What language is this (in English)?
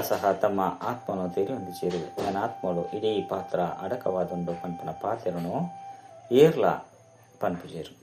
Tulu